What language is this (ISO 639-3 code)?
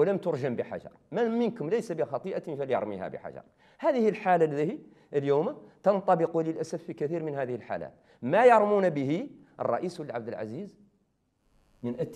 ara